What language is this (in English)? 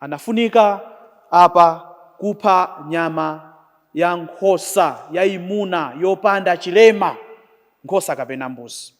Nyanja